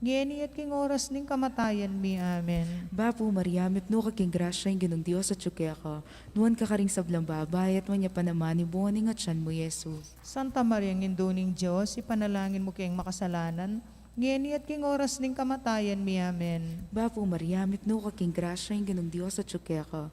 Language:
Pampanga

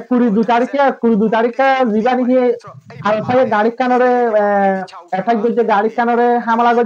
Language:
Rohingya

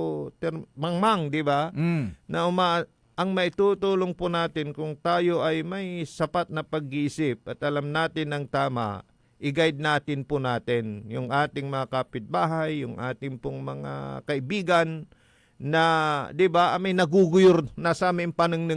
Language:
Pangasinan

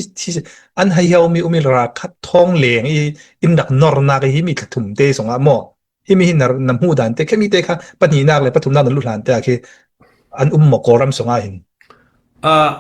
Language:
Falam Chin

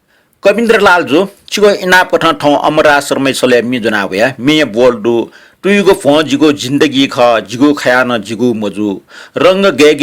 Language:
Newari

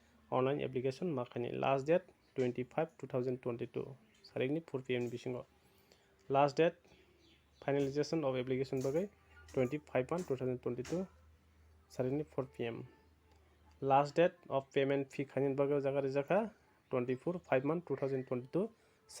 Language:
Kok Borok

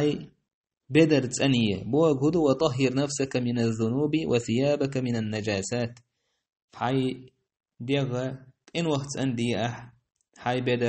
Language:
Chechen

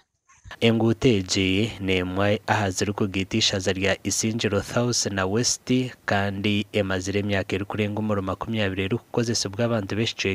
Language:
Nyankole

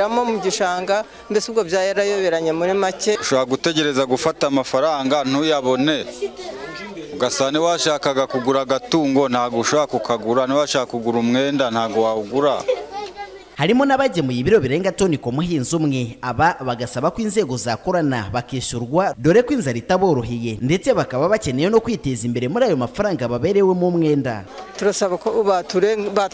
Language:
Kinyarwanda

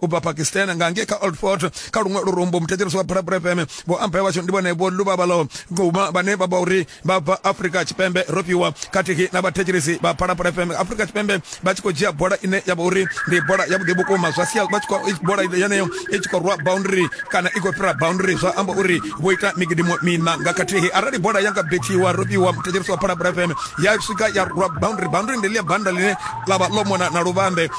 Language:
Venda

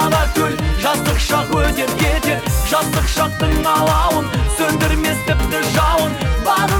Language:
Kazakh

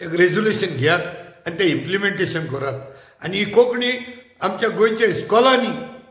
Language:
Konkani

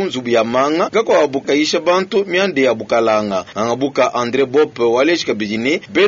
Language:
Luba-Lulua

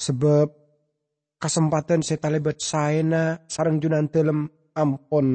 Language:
Madurese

